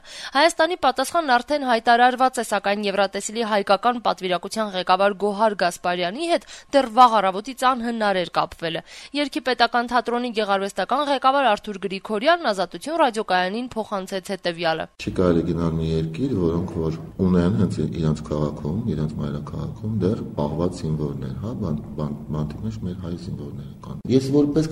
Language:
Armenian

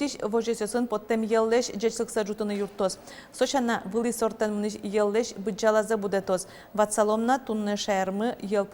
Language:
Udmurt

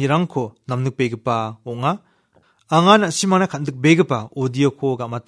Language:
Garo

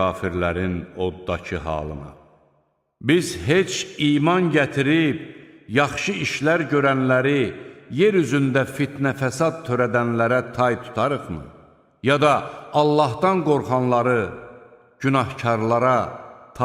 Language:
Azerbaijani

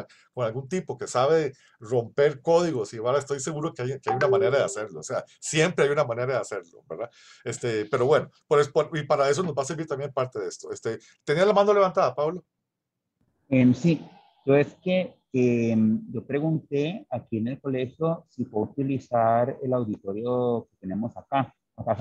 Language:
Spanish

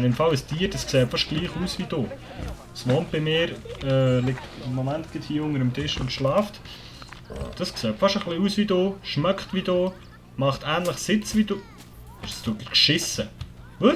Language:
Swiss German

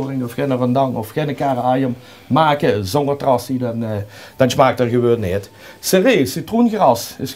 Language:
Limburgish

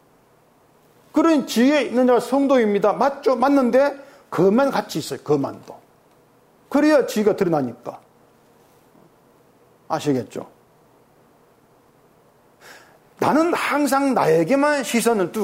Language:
Korean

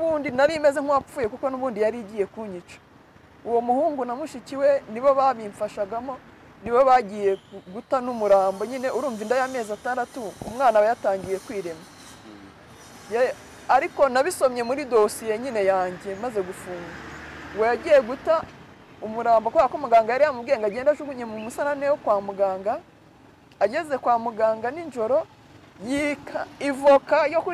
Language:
Kinyarwanda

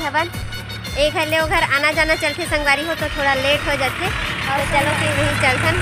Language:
Chhattisgarhi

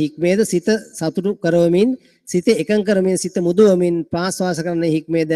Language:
Sinhala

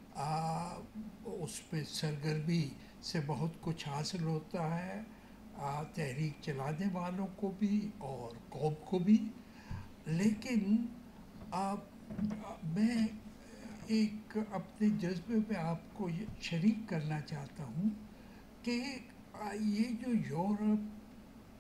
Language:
Urdu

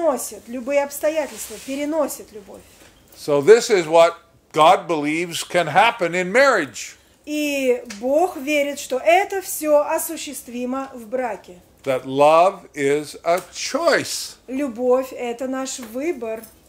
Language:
Russian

